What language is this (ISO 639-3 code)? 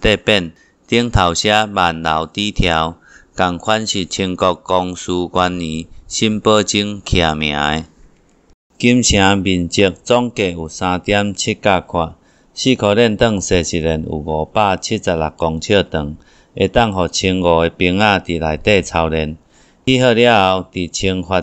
nan